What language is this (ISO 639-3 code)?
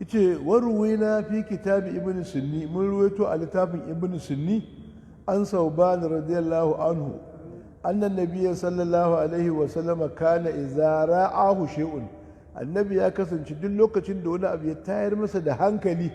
hau